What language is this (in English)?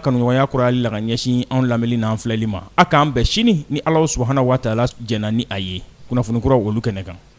Bambara